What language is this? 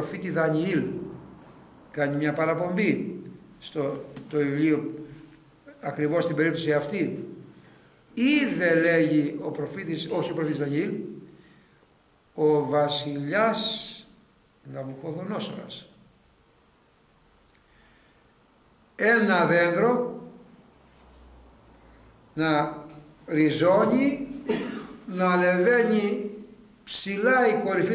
Greek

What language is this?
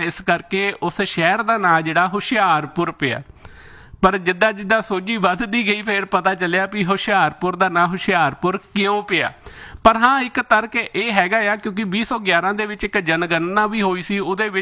Punjabi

